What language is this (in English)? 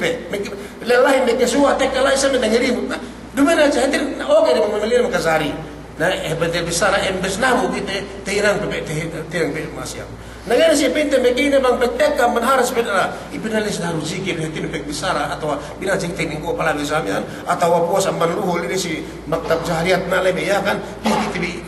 Yakan